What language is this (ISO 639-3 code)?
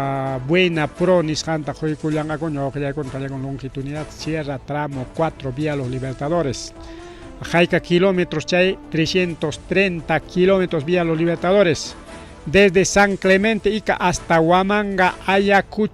quy